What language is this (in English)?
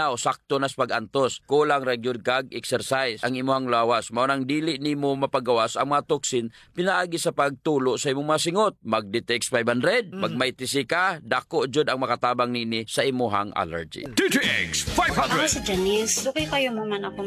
Cebuano